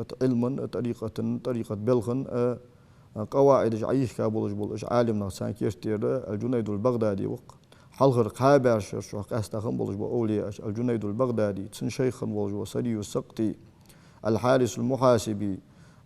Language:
Ingush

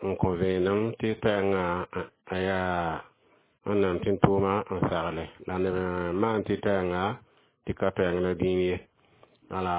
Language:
Mossi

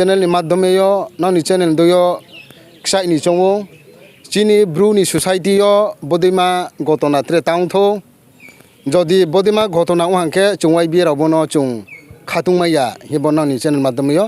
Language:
Riang (India)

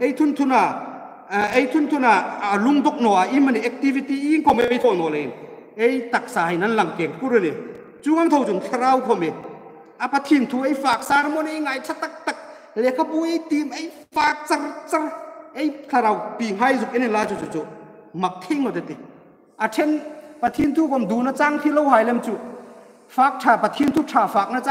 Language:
Hmar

